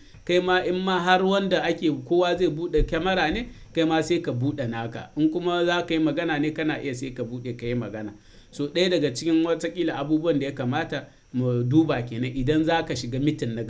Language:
Hausa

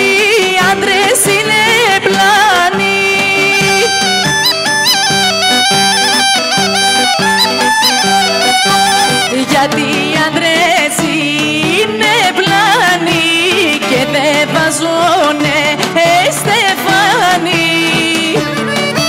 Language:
Greek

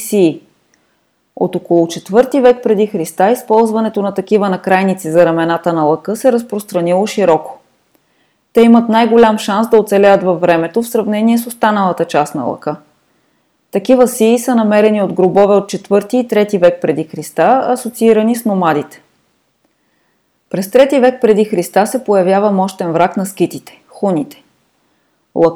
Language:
Bulgarian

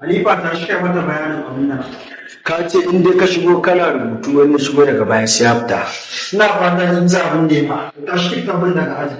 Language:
Hausa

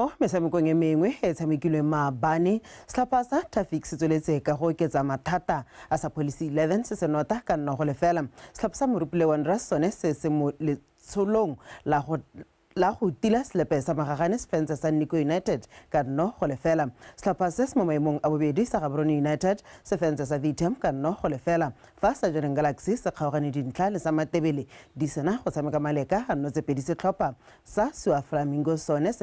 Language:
Tswana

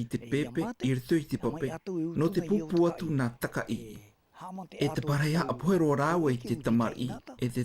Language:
Tahitian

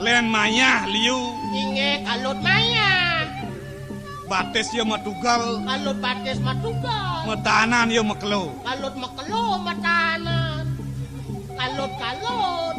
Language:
Balinese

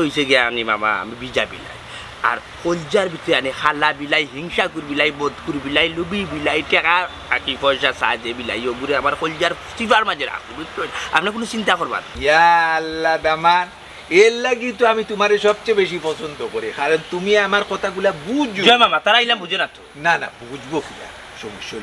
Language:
Sylheti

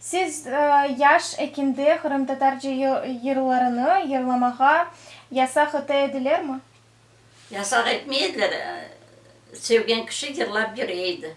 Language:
Crimean Tatar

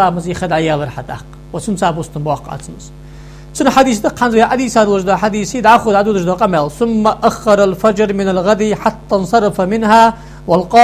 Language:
Ingush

